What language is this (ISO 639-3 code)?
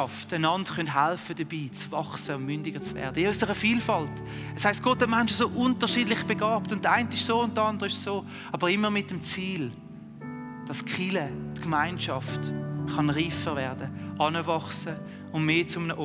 gsw